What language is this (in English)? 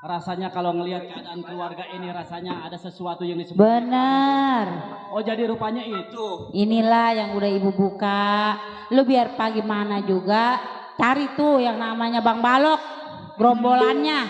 Betawi